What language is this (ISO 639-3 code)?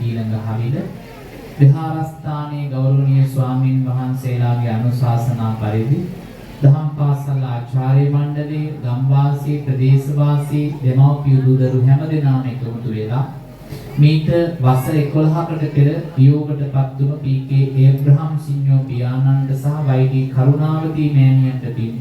sin